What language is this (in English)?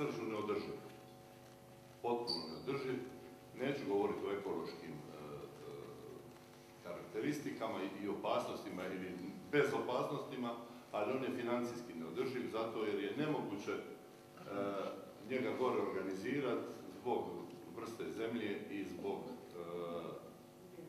Croatian